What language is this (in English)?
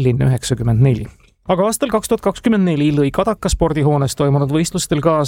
Estonian